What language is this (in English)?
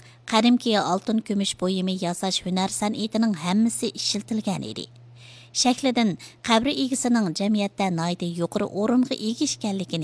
Uyghur